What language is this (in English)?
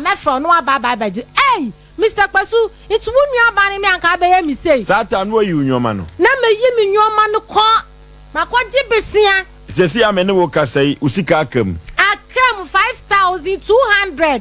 Akan